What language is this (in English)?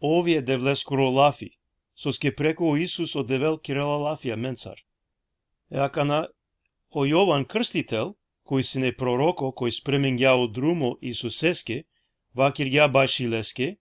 Balkan Romani